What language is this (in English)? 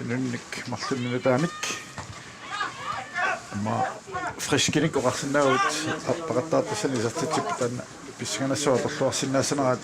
Kalaallisut